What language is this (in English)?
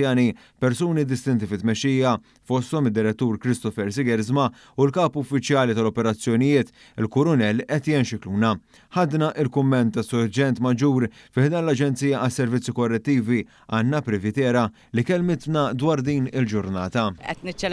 Maltese